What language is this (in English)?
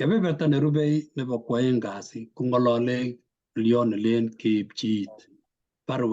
Kalenjin